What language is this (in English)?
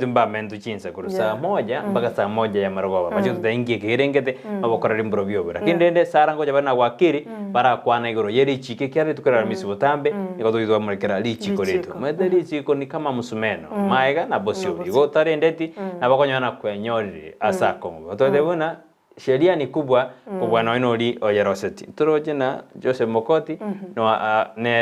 Gusii